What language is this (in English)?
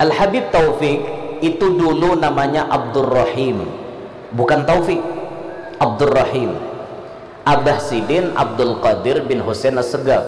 Banjar